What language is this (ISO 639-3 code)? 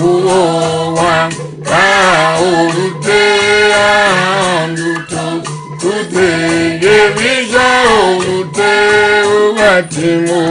tiv